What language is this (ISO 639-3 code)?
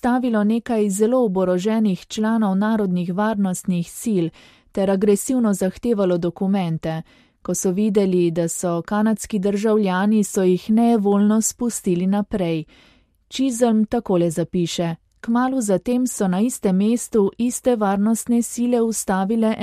slv